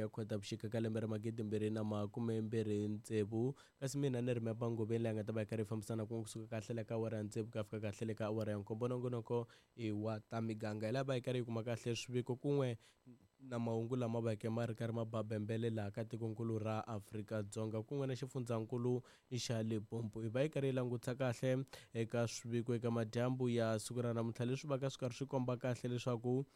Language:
Tsonga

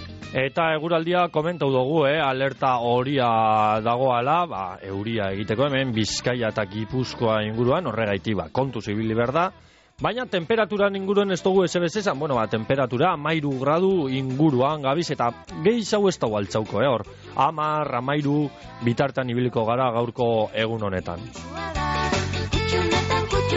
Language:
Basque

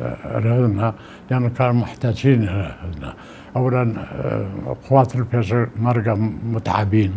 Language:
Mesopotamian Arabic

